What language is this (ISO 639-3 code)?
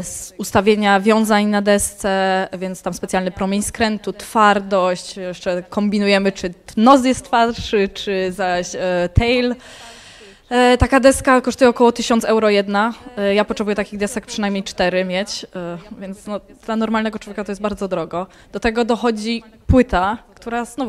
pol